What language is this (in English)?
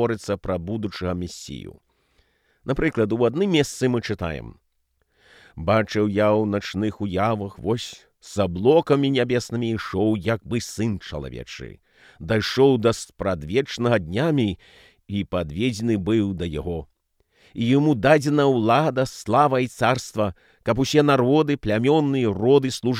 Belarusian